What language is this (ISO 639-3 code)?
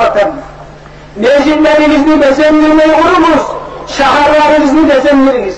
kum